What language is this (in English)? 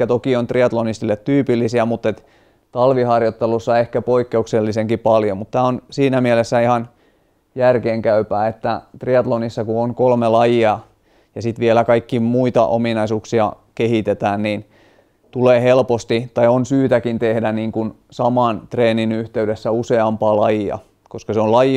Finnish